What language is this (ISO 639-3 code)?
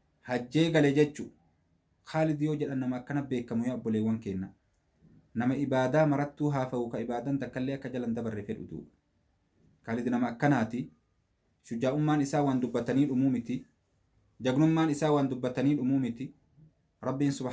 orm